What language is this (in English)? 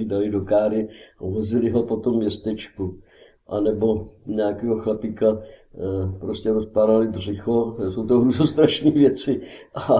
Czech